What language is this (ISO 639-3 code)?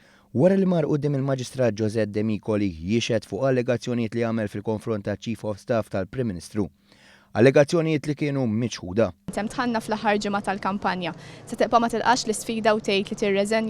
mlt